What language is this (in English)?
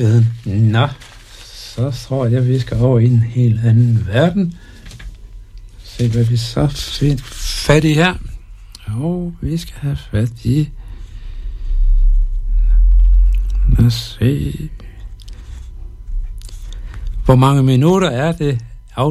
Danish